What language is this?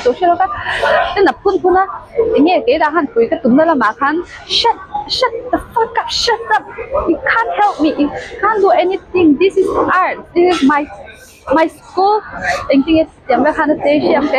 Mizo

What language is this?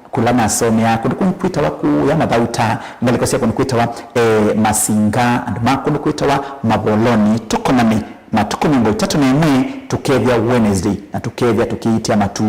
Kamba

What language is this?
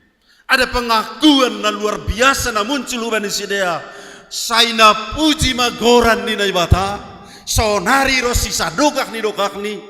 Batak Simalungun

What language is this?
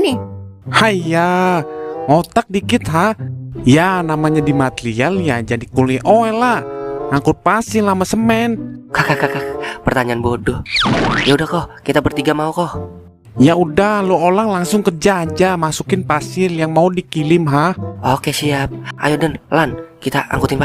Betawi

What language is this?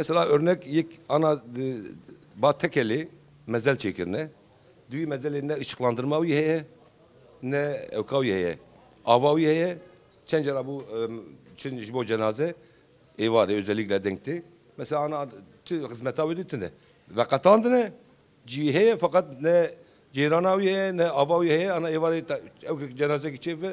Kurdish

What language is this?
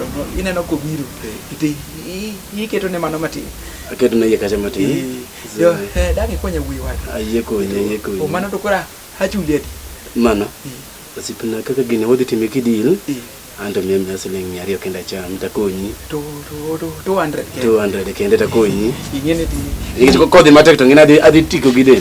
Luo (Kenya and Tanzania)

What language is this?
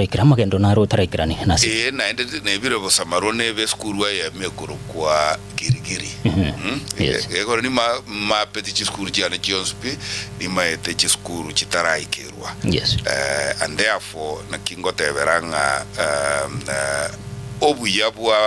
Gusii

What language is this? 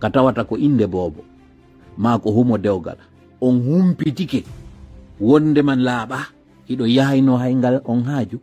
Fula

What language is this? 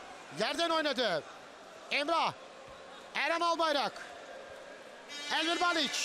Turkish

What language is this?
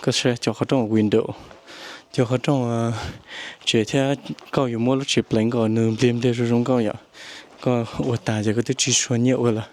Hmong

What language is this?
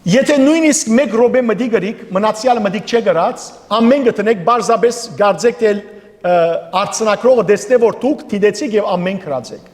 Western Armenian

